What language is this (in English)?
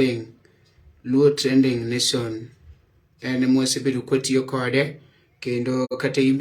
Luo (Kenya and Tanzania)